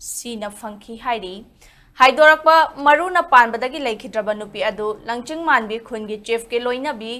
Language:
Manipuri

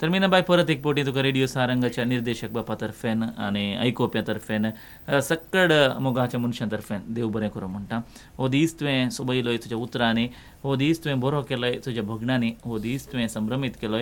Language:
Konkani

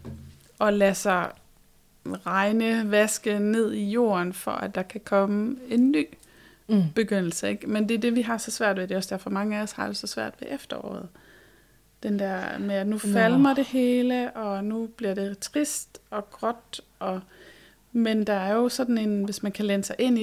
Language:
Danish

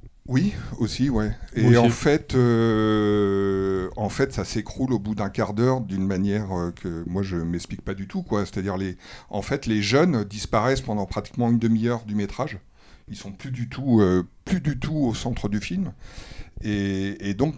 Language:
French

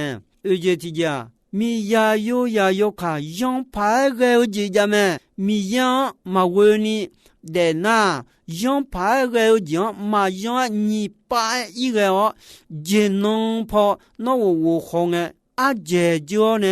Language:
Akha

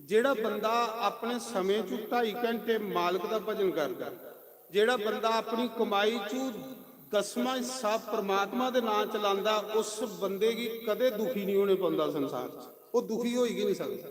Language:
Dogri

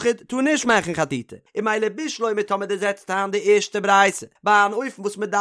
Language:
Yiddish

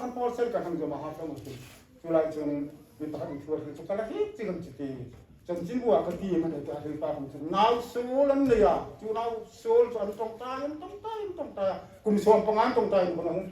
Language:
Hmar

